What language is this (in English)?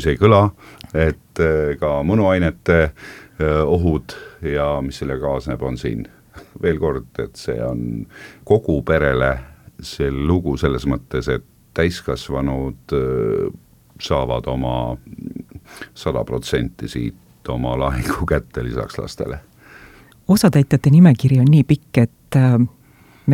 Estonian